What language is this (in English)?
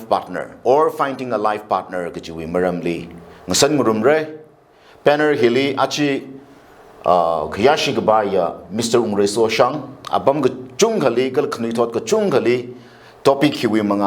Tangkhul Naga (India)